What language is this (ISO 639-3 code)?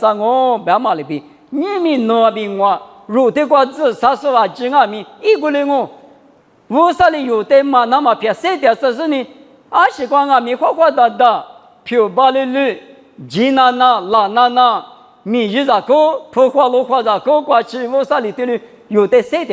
lis